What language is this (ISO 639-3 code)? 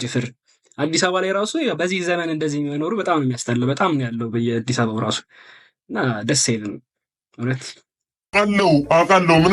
amh